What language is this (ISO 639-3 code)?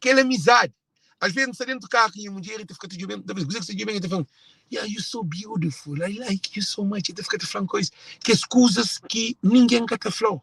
kea